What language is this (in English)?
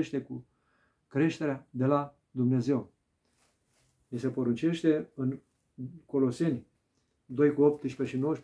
Romanian